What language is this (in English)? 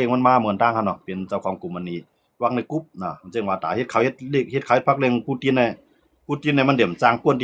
Shan